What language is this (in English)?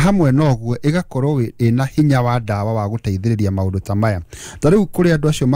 Kikuyu